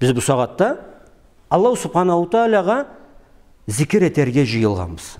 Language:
Karachay-Balkar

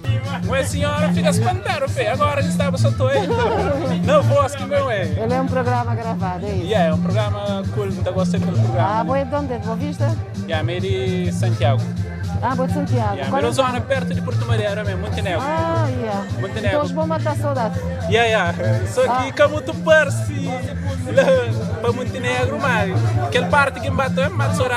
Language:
Kabuverdianu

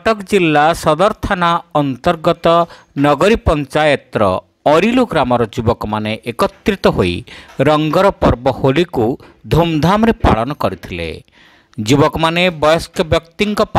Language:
Odia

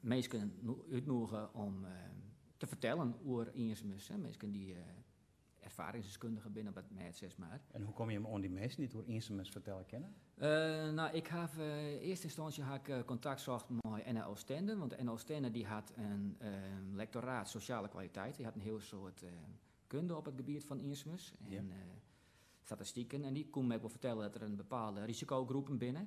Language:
Western Frisian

